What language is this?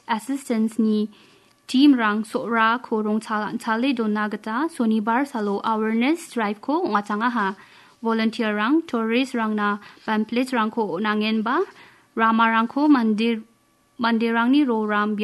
Garo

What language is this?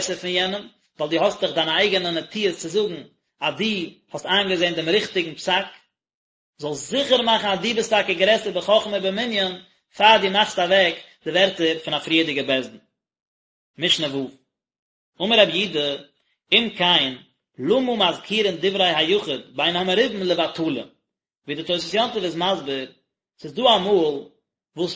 Yiddish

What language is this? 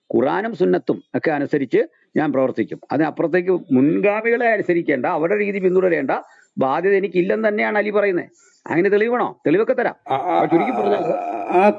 Malayalam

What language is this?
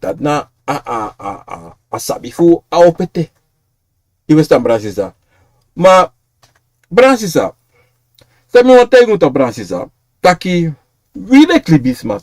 Sranan Tongo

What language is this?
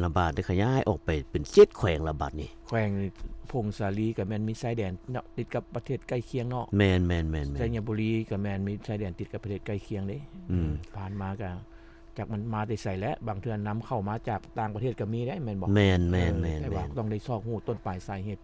Lao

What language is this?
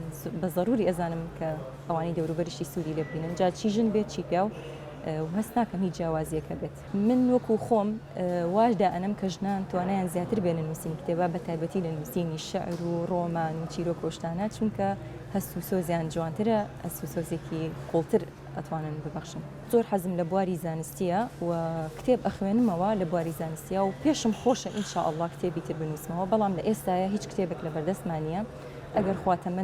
Central Kurdish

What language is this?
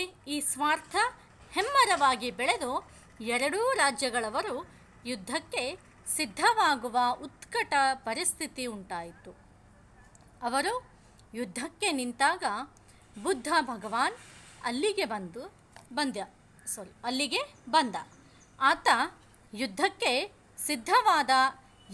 Kannada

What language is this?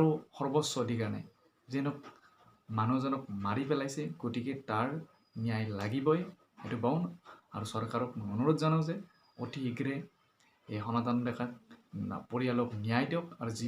Assamese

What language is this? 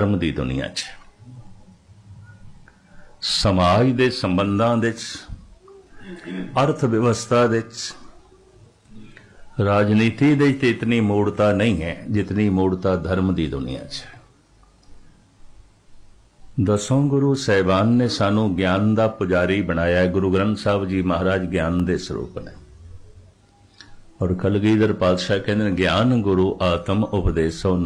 Punjabi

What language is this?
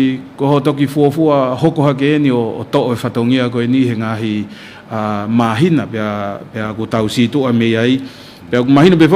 Tongan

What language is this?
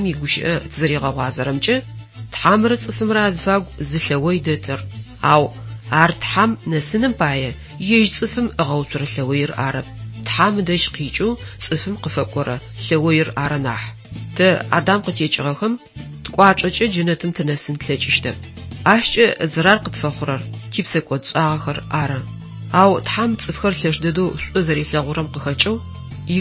Adyghe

